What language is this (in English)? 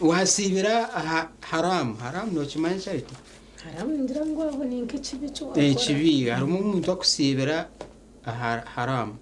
Nyankole